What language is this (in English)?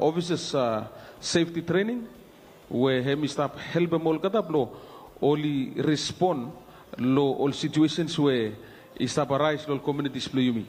Bislama